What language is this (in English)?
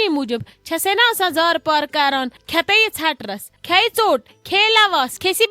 Kashmiri